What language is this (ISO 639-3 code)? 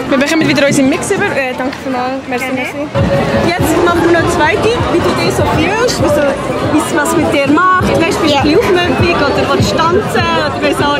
gsw